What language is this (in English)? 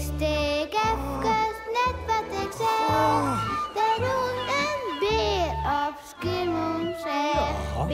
Western Frisian